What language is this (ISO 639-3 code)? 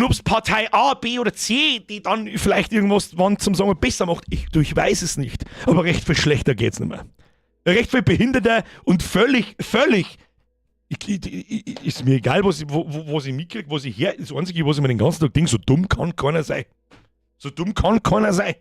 bar